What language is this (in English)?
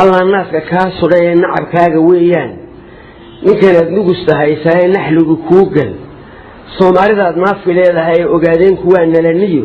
Somali